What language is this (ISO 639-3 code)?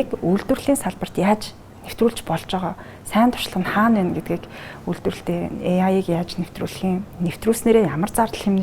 mon